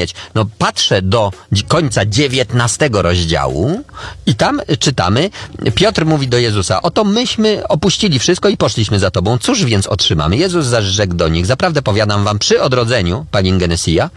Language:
Polish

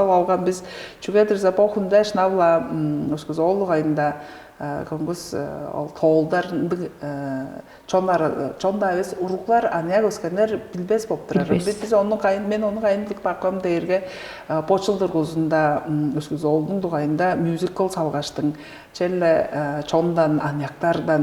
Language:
Tuvinian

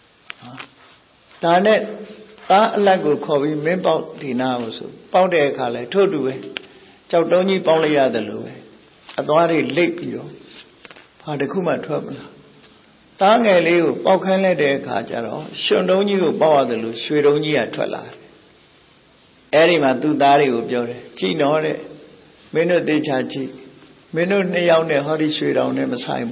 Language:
Burmese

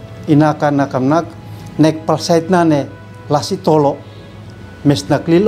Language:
Uab Meto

